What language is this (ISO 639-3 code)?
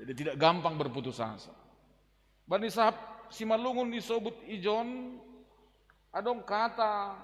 bts